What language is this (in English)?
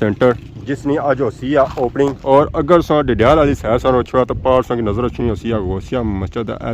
Pahari-Potwari